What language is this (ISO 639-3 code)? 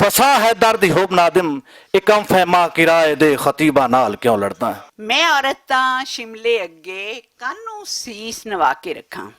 lah